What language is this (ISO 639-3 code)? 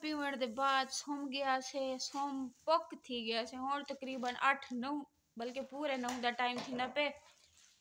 skr